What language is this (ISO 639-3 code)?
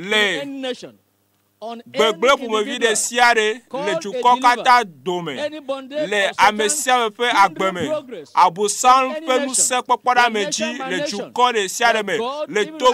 ewe